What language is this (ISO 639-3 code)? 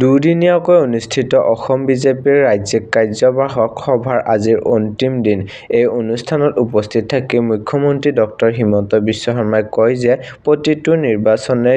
asm